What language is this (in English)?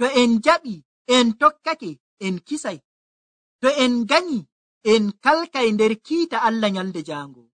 Nigerian Fulfulde